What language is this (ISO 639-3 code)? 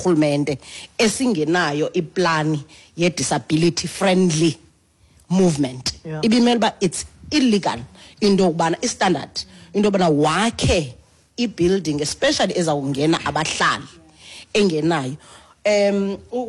xho